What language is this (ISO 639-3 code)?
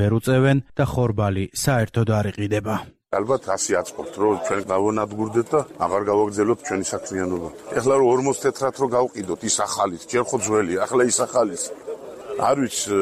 kat